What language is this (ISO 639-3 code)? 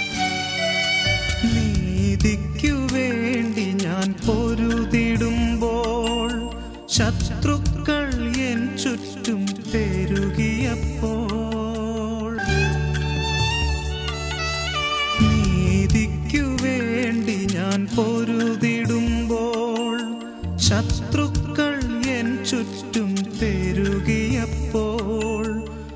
mal